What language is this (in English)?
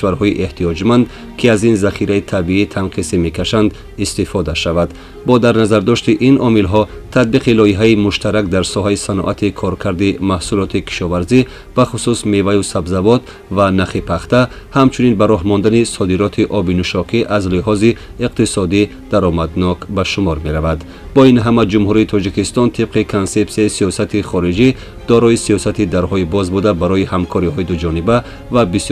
Tajik